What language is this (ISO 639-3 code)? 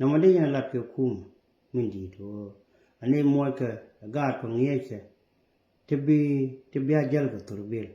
nus